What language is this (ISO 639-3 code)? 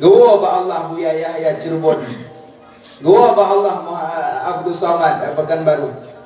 ace